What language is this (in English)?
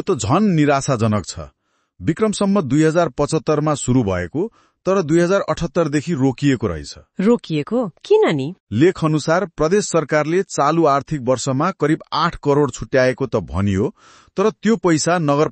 Nepali